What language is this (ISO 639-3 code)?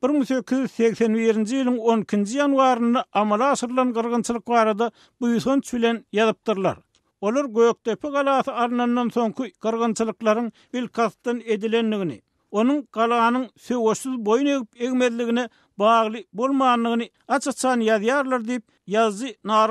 tuk